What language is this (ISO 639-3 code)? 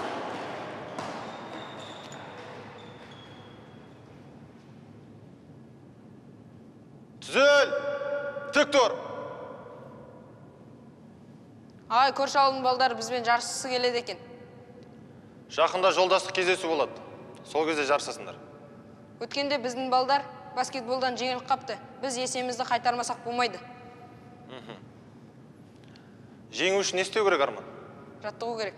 kaz